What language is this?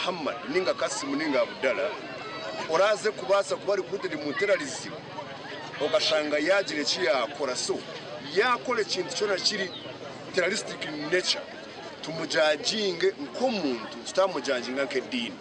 Nyankole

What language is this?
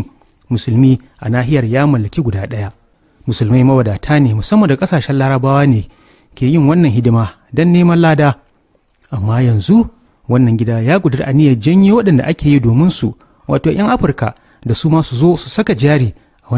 Hausa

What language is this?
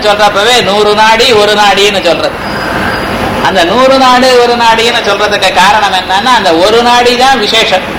Tamil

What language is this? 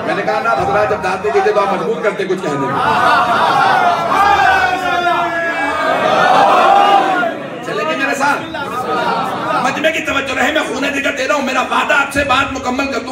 Urdu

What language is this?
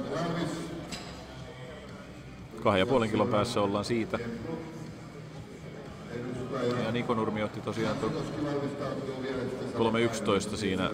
Finnish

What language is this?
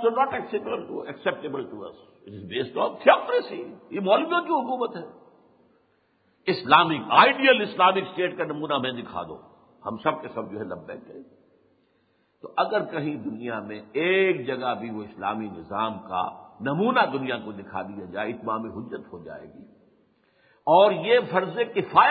Urdu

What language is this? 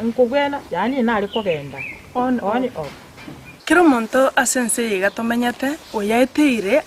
Gusii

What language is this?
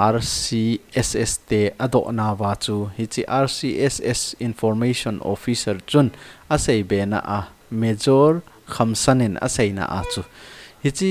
Thado Chin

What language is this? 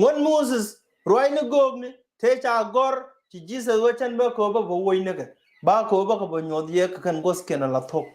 Nuer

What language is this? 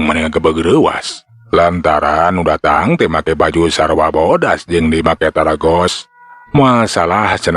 Sundanese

